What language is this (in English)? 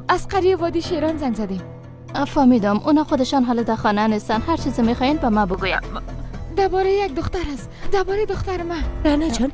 Persian